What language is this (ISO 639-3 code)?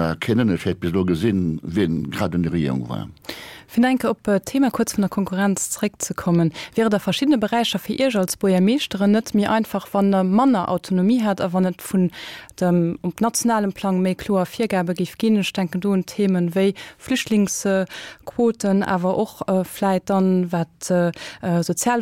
ltz